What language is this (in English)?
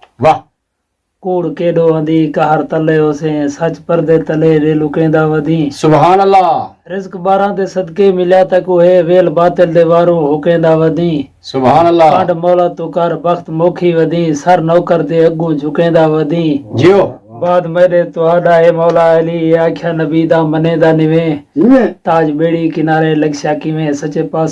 Saraiki